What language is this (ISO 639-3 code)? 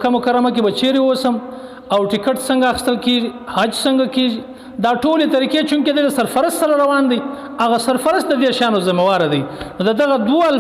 pus